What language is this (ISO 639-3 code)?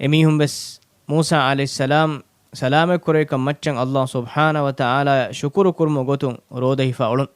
div